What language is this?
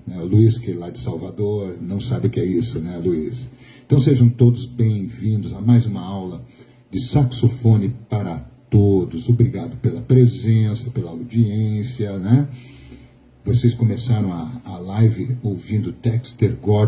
Portuguese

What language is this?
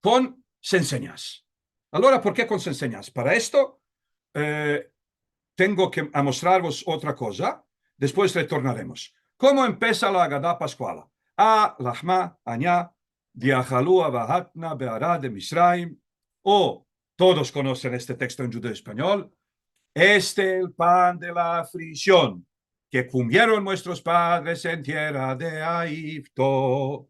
Ladino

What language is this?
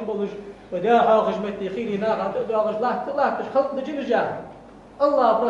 Ingush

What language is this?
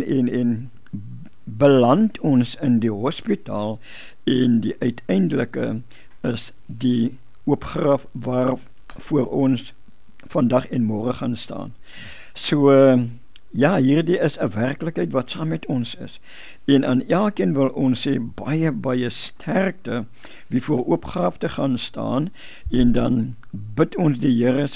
Afrikaans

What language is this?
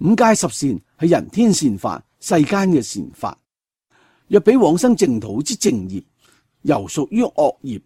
Cantonese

